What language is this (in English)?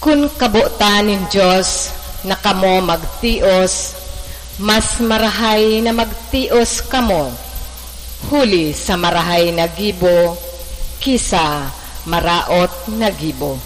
Bikol